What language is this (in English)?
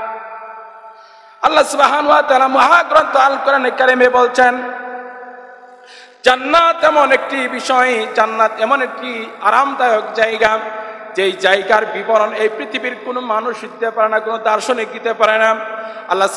Bangla